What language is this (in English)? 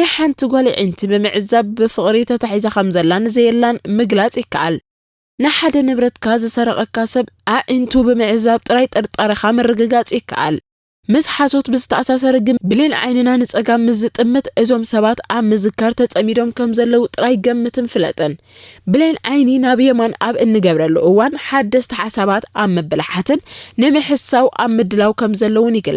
Tigrinya